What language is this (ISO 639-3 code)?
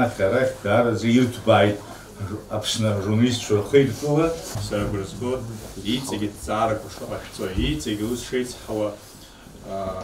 abk